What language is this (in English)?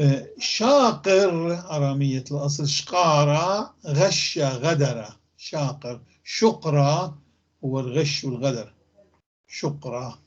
North Levantine Arabic